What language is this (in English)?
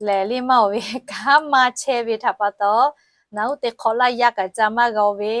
Lahu